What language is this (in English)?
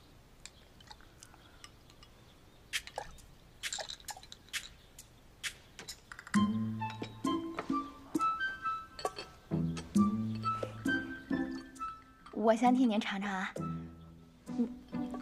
Chinese